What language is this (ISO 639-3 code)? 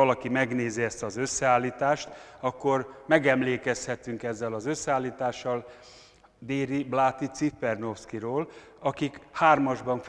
hun